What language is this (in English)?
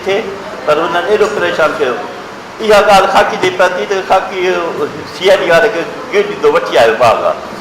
Sindhi